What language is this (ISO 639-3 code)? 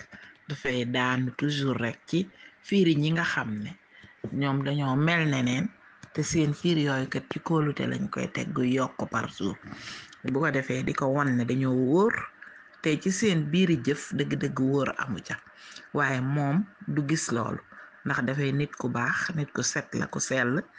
wol